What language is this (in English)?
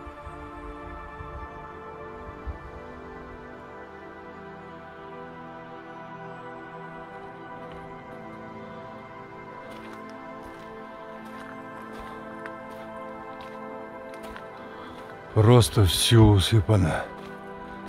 Russian